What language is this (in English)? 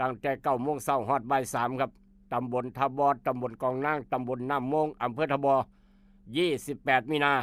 Northeastern Thai